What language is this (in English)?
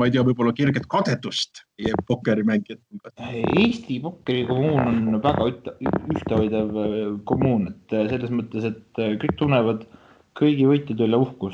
Estonian